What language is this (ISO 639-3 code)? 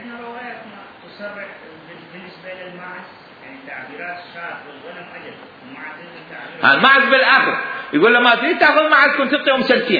acm